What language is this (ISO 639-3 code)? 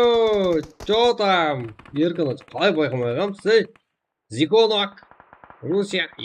kaa